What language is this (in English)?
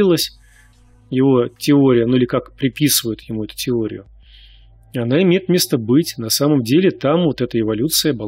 Russian